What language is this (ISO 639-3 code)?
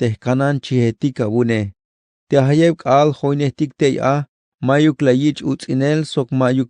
tzh